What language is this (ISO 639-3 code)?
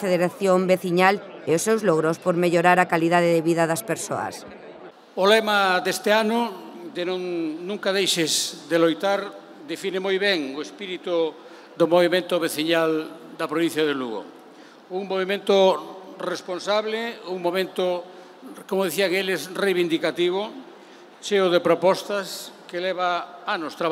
glg